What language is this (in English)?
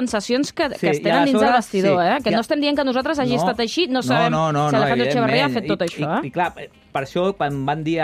Catalan